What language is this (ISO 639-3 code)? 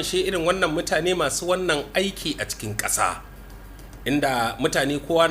hau